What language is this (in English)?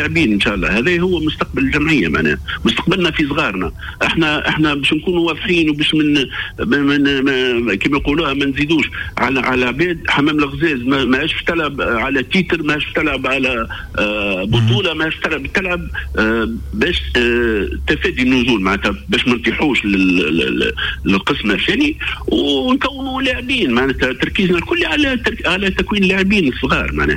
Tunisian Arabic